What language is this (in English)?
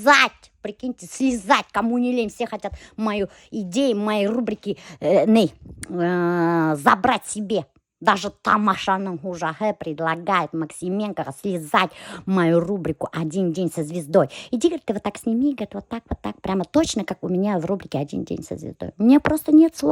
Bashkir